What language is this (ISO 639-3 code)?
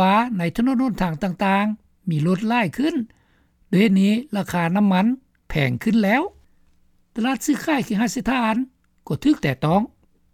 lao